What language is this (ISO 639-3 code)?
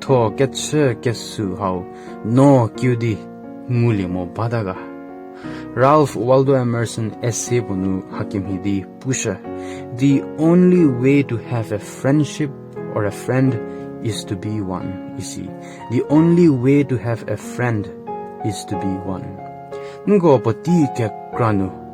njm